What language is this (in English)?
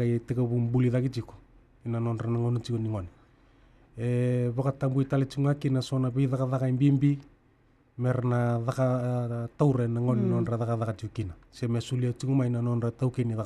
Fijian